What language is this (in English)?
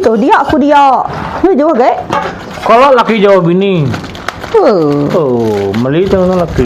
Iban